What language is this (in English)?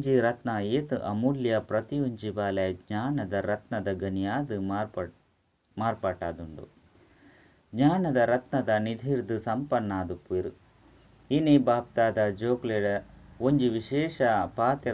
Tulu